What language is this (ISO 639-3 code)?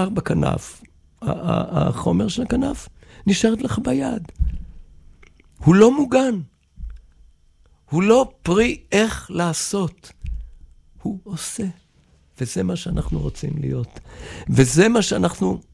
heb